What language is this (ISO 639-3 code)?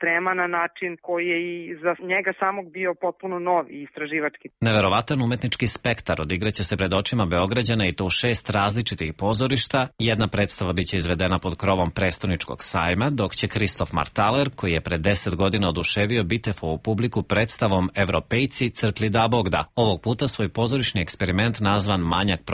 srp